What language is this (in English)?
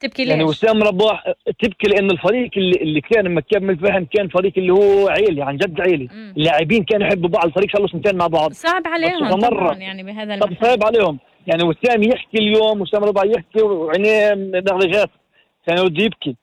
North Levantine Arabic